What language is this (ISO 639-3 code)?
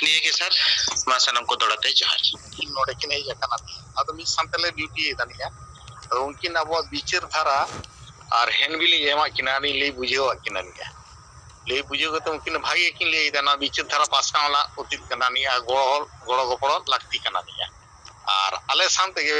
sat